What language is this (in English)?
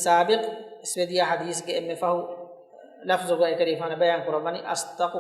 Divehi